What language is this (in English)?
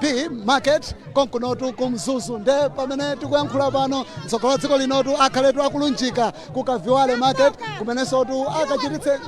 Nyanja